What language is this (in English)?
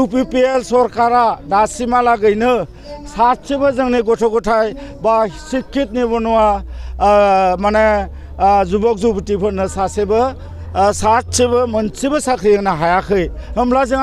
Bodo